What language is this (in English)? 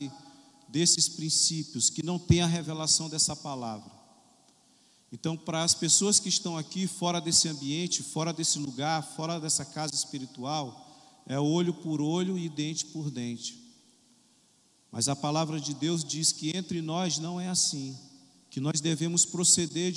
Portuguese